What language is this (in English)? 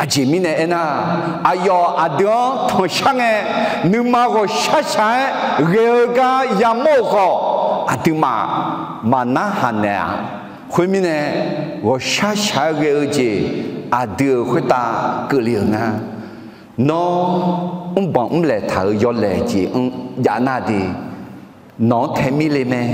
Akha